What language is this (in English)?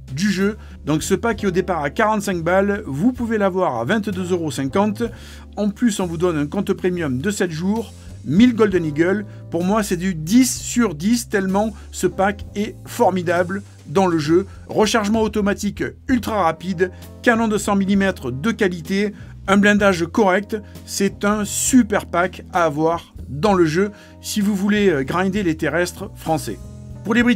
French